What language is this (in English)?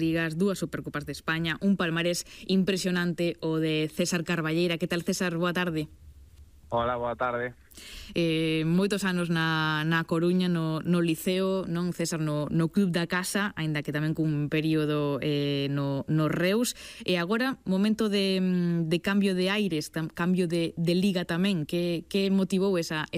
Galician